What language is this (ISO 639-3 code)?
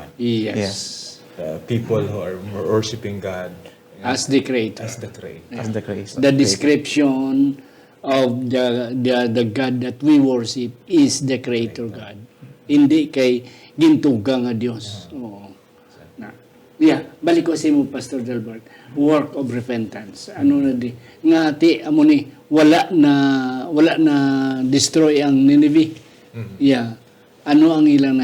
hil